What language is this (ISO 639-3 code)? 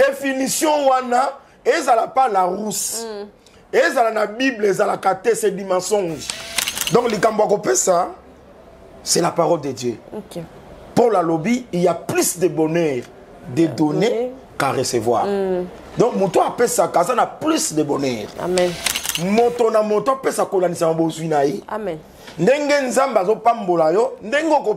lin